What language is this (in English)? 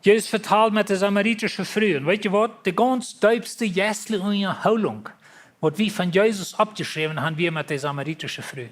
Plautdietsch